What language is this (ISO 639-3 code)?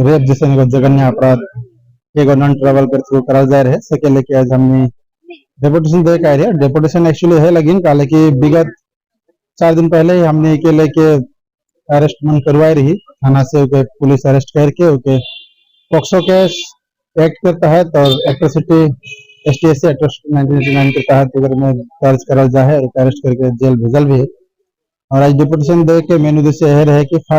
sck